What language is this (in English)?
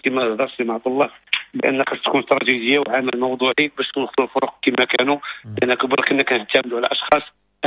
Moroccan Arabic